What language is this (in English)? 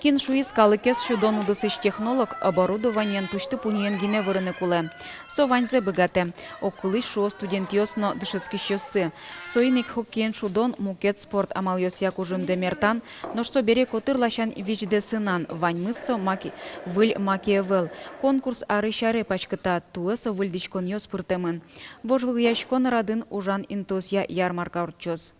Udmurt